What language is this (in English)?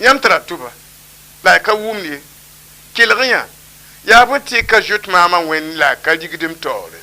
Mossi